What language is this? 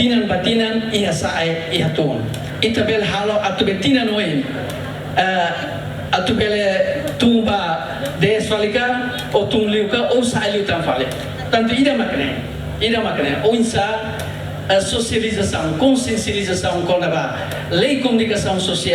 Tetum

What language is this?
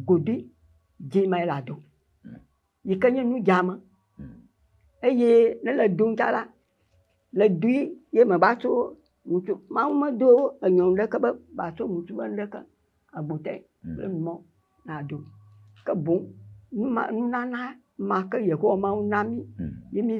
Ewe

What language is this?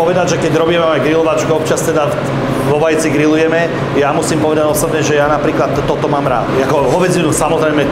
Slovak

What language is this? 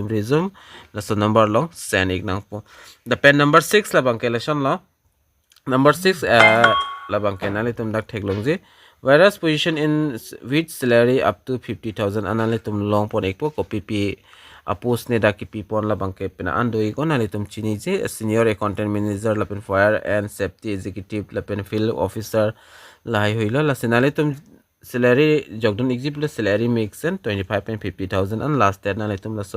Karbi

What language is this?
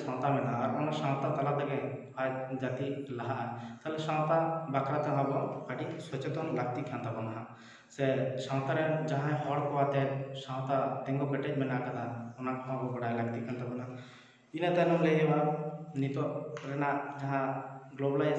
Santali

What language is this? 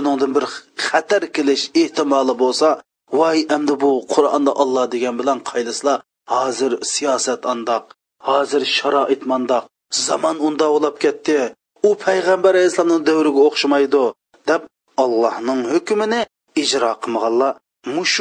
Uyghur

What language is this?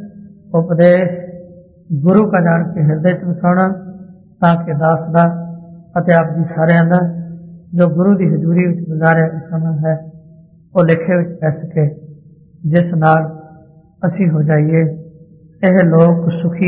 Punjabi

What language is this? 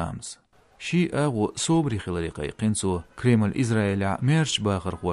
Chechen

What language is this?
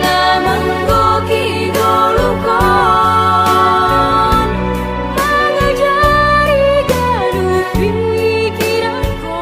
Batak Simalungun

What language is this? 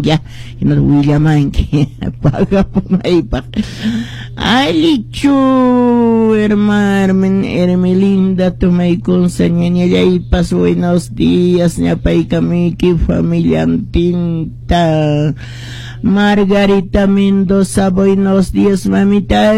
Quechua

